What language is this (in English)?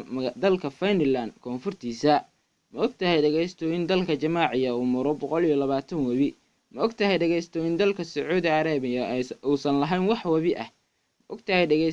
Somali